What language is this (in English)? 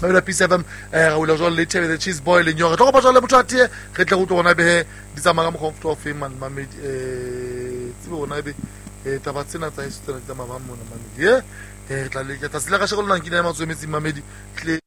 Southern Sotho